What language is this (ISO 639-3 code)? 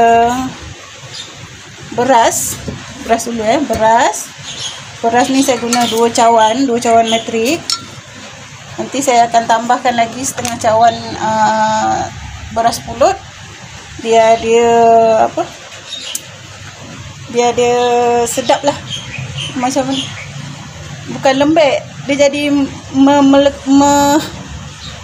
msa